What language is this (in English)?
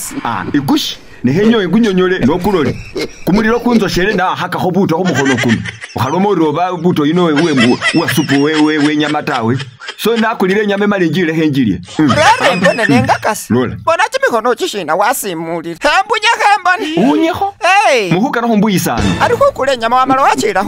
Masaaba